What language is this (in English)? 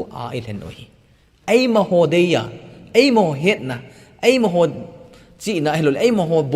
Thado Chin